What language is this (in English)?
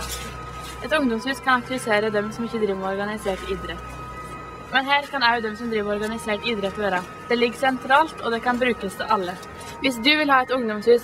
Norwegian